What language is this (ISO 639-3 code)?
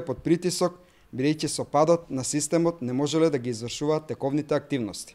mkd